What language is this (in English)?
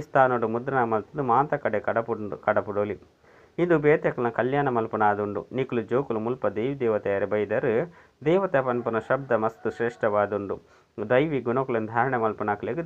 Tulu